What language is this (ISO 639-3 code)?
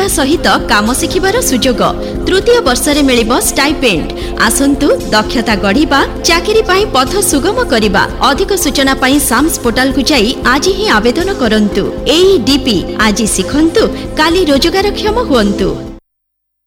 ori